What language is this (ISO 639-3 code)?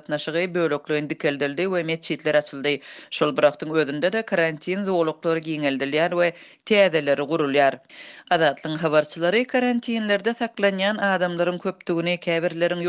tuk